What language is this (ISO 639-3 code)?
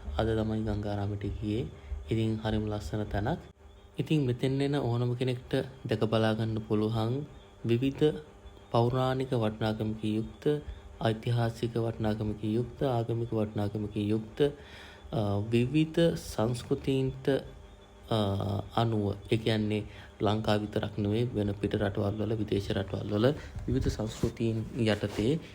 sin